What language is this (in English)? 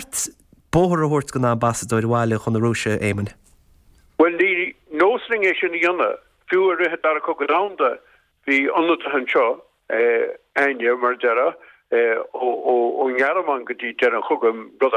Irish